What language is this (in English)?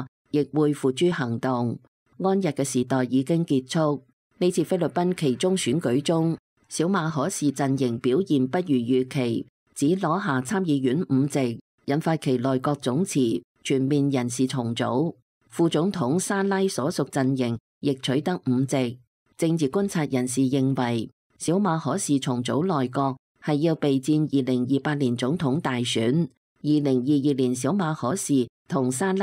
Cantonese